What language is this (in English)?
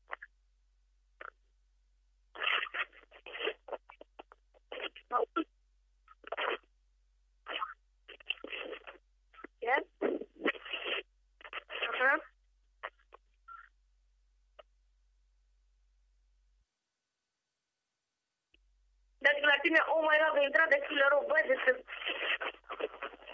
Romanian